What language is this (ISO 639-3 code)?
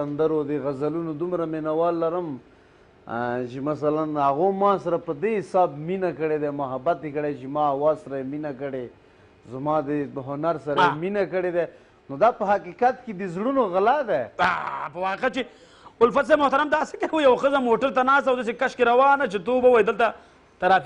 pus